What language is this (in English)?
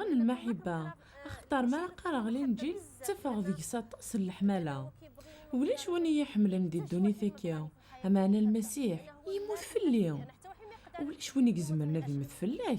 Kabyle